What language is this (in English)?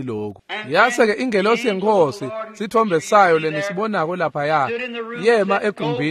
Swati